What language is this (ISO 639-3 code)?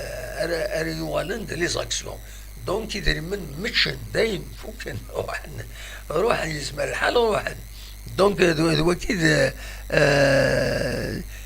kab